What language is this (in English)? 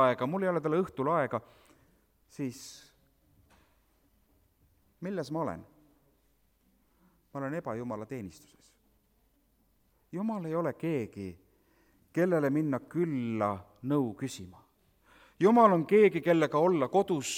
Estonian